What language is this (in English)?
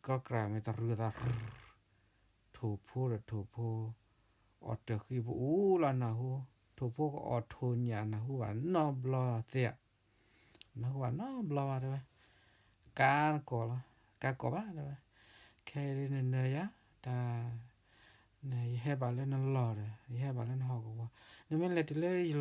S'gaw Karen